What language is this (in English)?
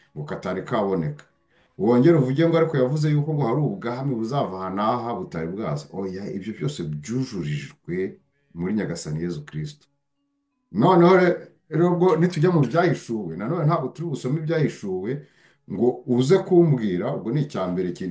Kinyarwanda